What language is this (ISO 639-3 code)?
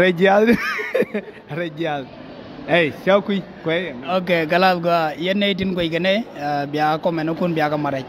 nus